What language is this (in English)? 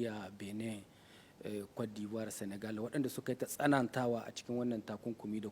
Hausa